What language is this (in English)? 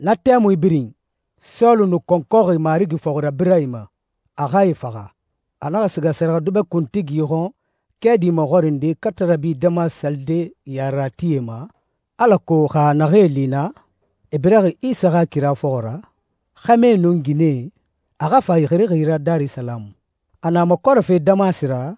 Susu